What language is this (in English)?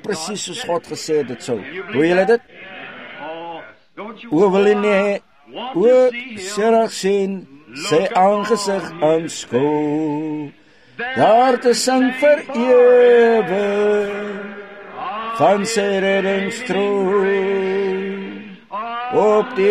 Afrikaans